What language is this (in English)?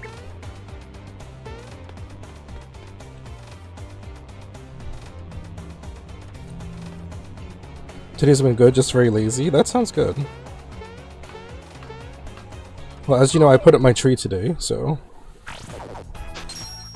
English